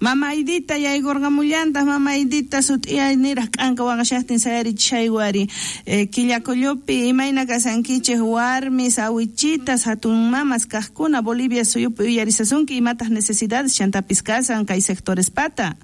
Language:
South Bolivian Quechua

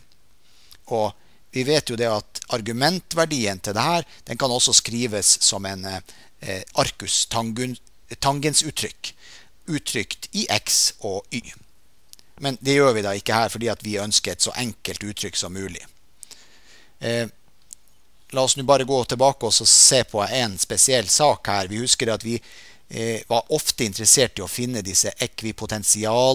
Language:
Norwegian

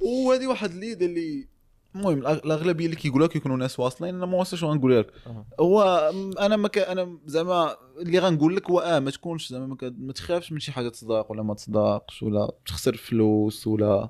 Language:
Moroccan Arabic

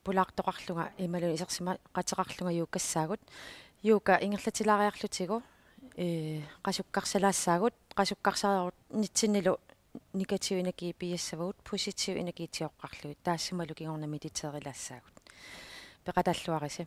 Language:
Kalaallisut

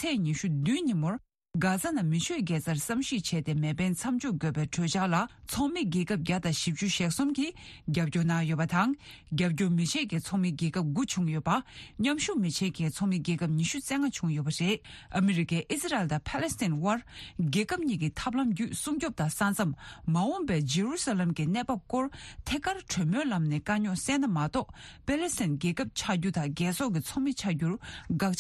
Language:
Tibetan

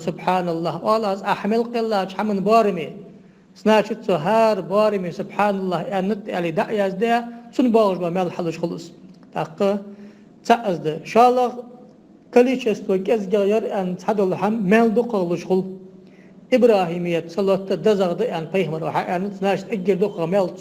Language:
Ingush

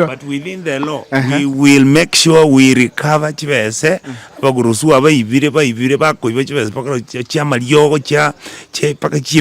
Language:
Gusii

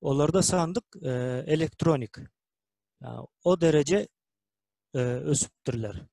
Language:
Turkmen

